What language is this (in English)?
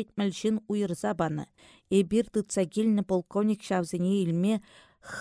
Chuvash